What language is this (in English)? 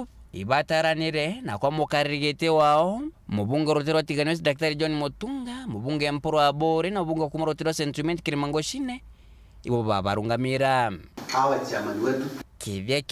Meru